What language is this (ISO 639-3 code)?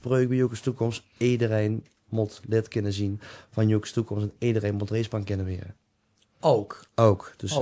lim